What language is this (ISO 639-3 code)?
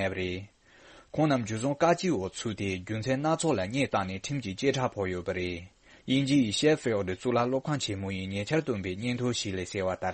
bod